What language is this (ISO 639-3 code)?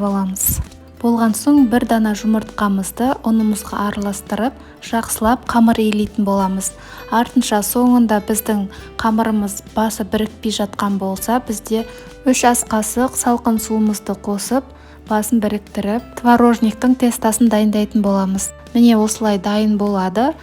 kaz